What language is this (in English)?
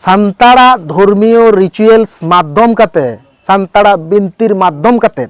Santali